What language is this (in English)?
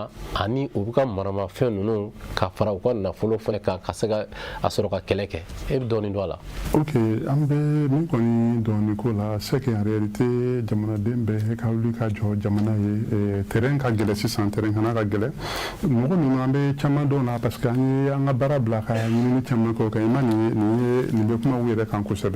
Bambara